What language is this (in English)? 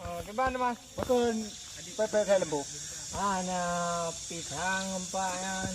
Achinese